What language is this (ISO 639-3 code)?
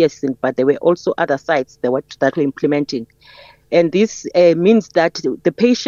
eng